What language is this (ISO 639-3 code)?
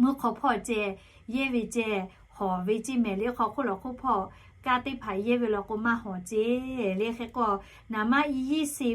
lhu